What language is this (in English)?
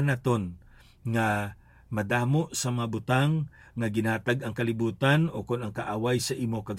Hiligaynon